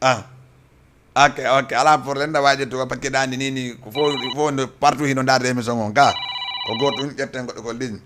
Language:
Fula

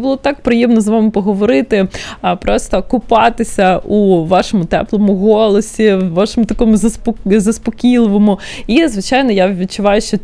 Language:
Ukrainian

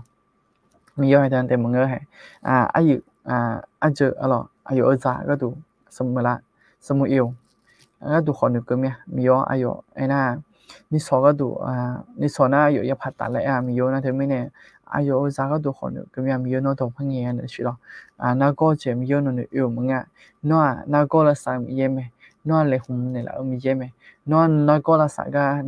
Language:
Akha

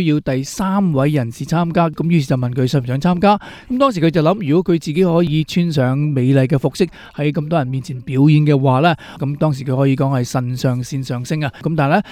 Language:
Cantonese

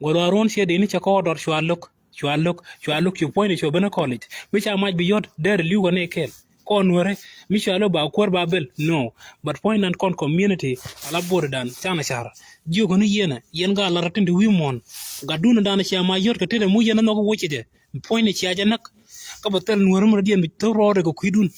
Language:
Nuer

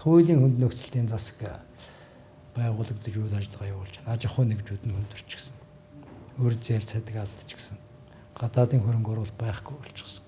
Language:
Mongolian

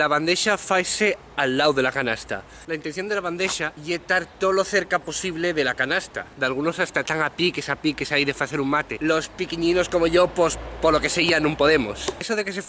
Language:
Asturian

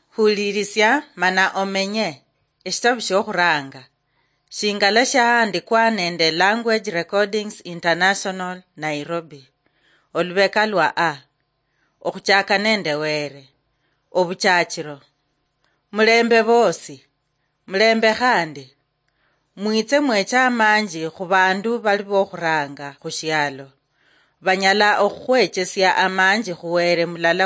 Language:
Luyia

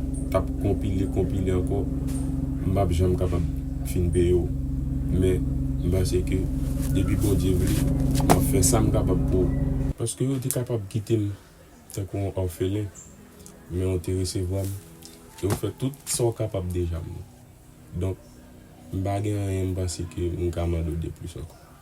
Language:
Haitian Creole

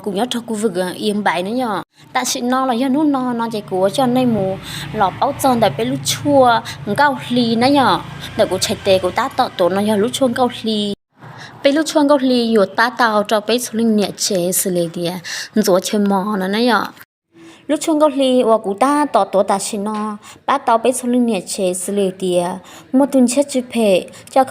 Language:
Hmong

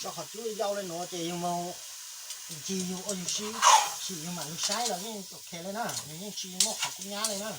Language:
Hmong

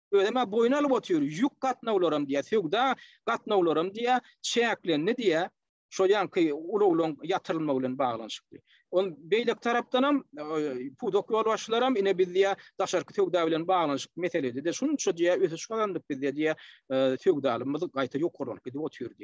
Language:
Turkmen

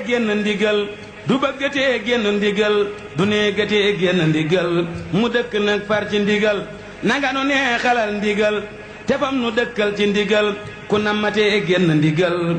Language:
Wolof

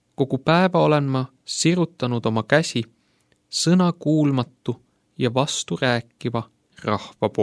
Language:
Estonian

